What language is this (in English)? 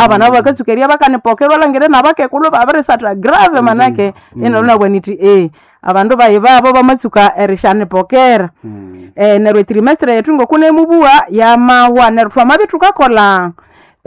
Nande